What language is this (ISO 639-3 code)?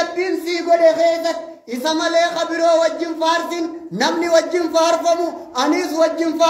orm